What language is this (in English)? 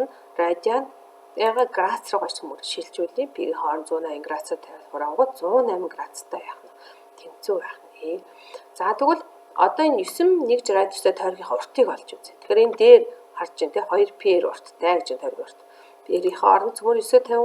Mongolian